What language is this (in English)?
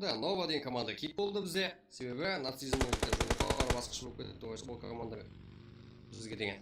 Kara-Kalpak